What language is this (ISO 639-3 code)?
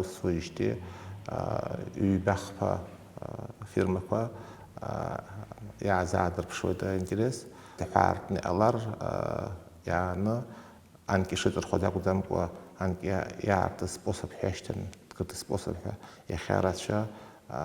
abk